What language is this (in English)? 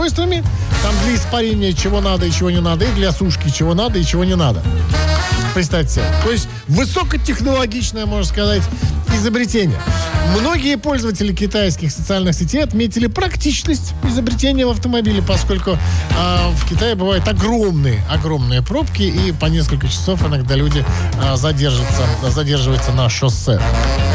Russian